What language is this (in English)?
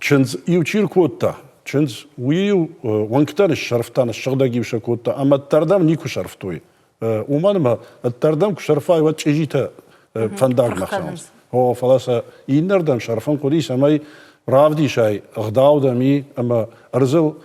Ossetic